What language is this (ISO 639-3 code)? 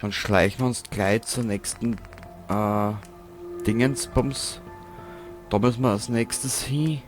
bar